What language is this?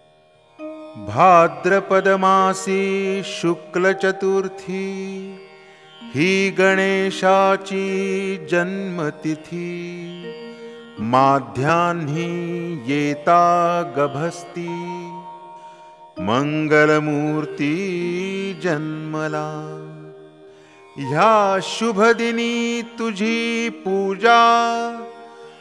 Marathi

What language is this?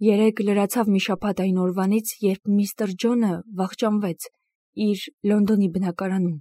Armenian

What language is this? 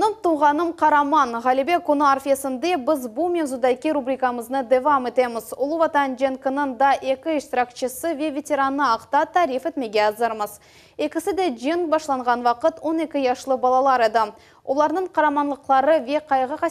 Crimean Tatar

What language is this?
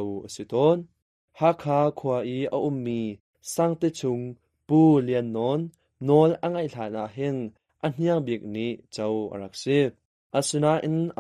Hakha Chin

